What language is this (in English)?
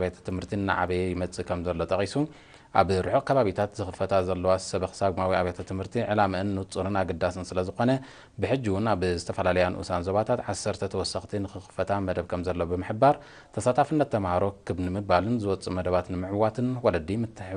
Tigrinya